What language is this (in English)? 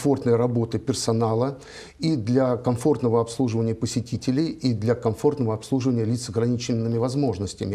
Russian